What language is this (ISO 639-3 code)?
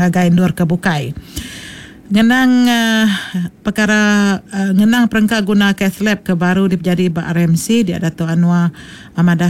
iba